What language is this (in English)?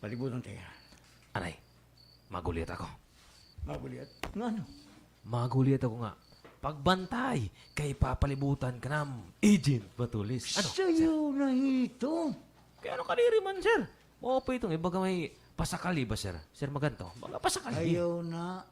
Waray